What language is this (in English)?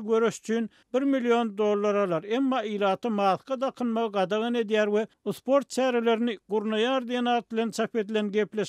Turkmen